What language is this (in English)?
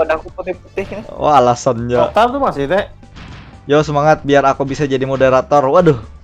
Banjar